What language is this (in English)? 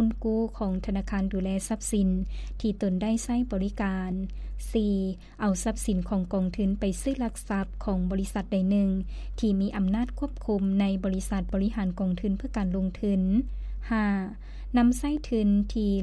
Lao